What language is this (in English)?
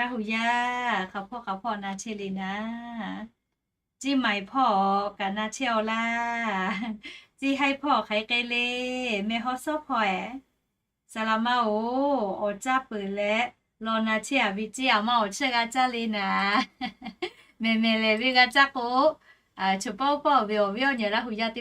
Lahu